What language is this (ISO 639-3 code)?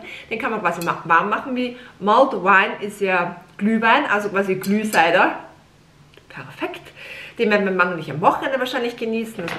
deu